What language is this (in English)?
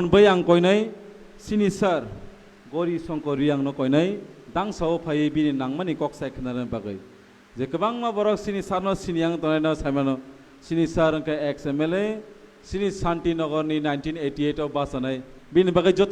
Kok Borok